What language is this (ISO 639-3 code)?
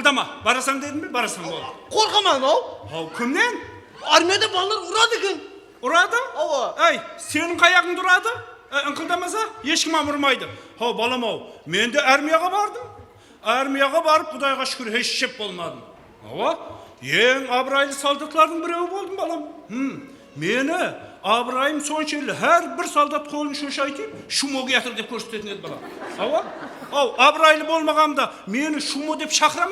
kaa